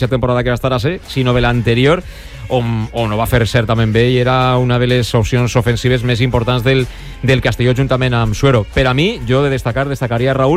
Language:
Catalan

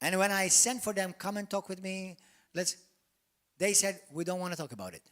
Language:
English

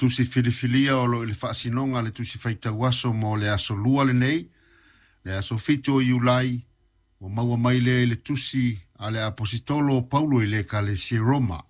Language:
Samoan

